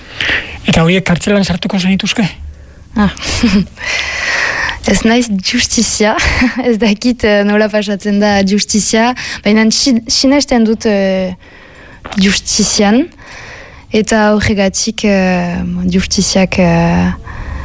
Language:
Basque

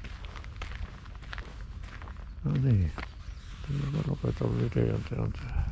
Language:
Finnish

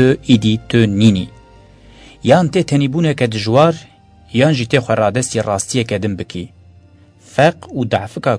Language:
Kurdish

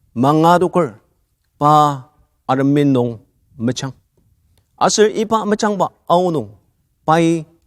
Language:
Ao Naga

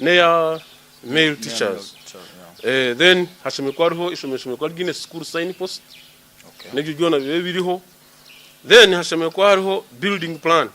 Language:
Nyankole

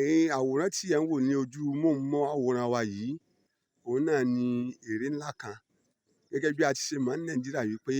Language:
Yoruba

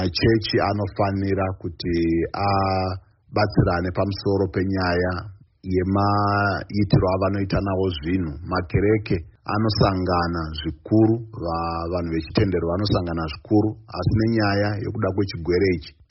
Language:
Shona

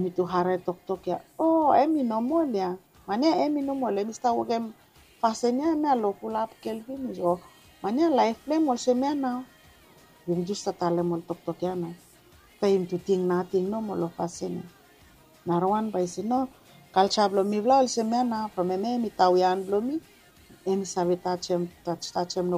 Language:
Bislama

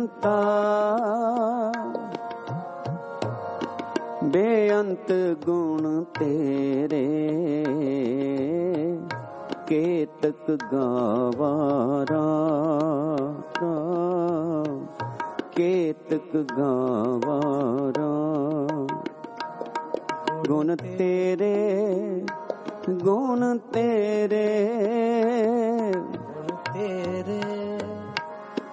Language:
Punjabi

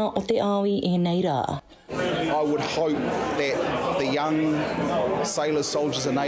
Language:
Māori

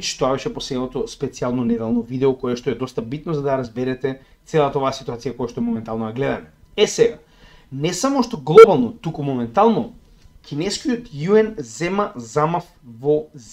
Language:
Macedonian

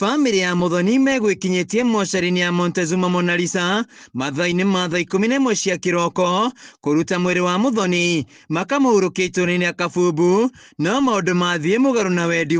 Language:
Kikuyu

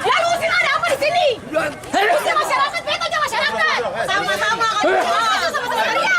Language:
Ambonese Malay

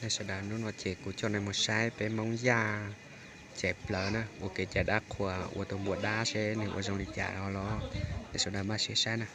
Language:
Hmong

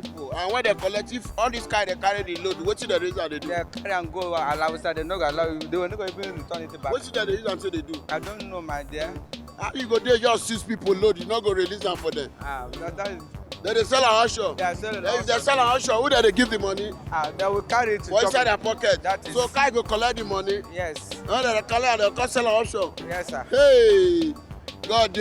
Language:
Nigerian Pidgin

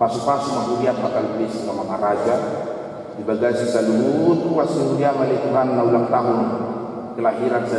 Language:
Batak Toba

